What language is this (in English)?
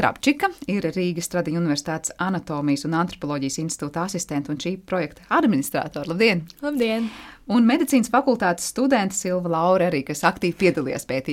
Latvian